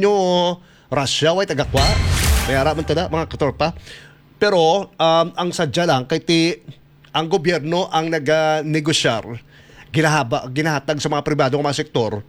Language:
Hiligaynon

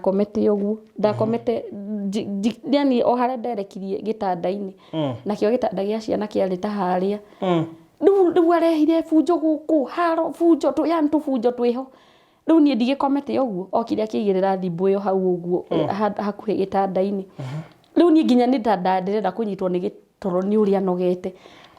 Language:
Kikuyu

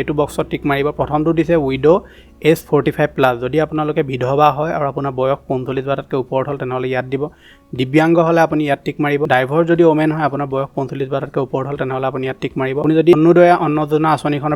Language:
Assamese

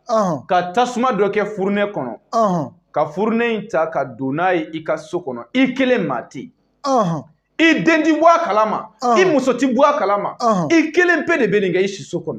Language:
Bambara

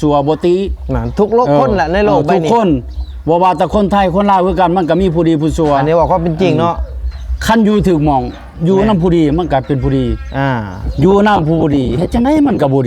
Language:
Lao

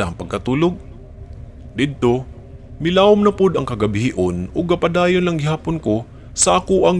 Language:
Cebuano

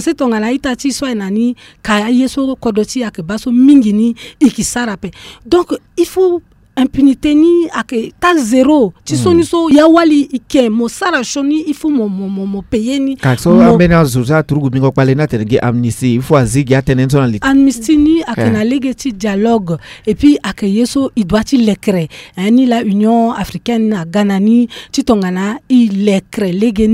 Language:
Sango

